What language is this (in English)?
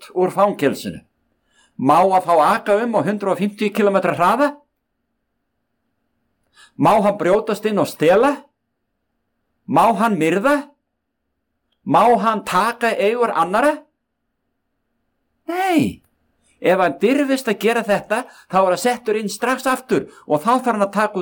Icelandic